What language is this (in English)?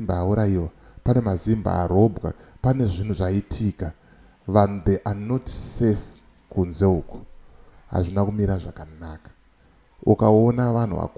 Shona